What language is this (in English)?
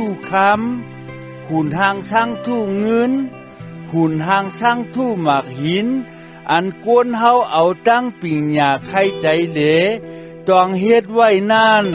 Shan